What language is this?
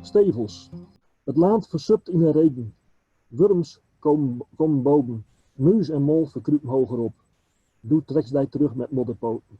Gronings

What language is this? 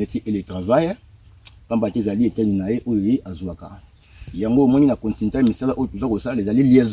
Lingala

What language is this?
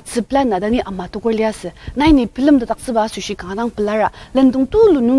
Ao Naga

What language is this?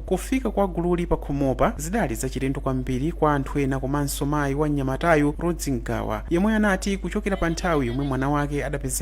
Nyanja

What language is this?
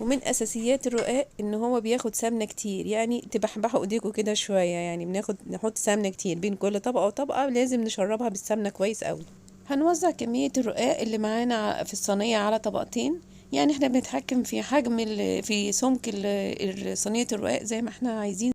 Egyptian Arabic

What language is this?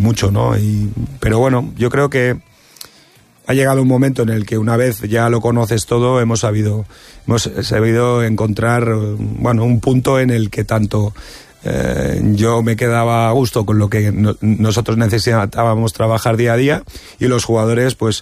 Spanish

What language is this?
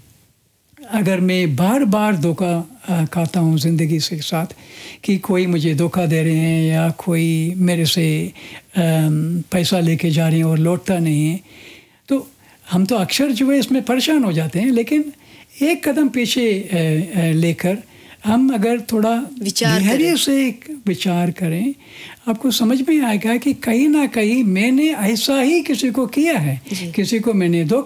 Hindi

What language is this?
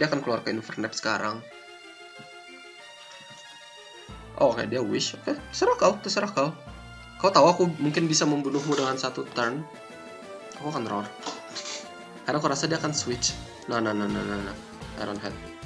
Indonesian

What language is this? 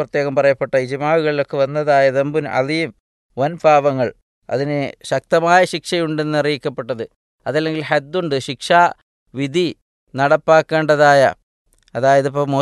Malayalam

